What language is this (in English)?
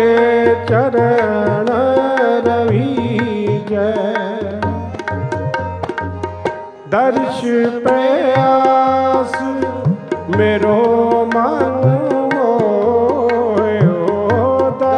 Punjabi